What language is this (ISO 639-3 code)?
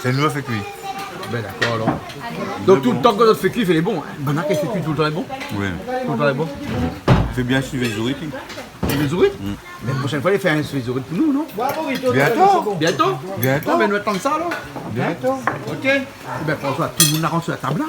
rcf